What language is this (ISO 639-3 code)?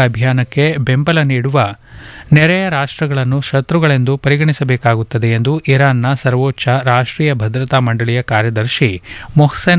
kan